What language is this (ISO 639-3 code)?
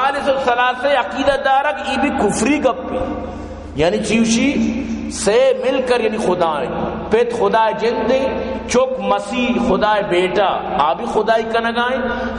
bal